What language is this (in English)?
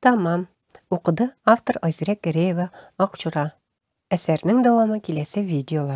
Tatar